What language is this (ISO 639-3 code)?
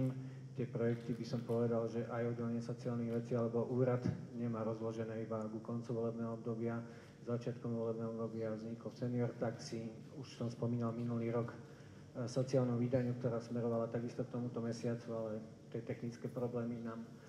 slk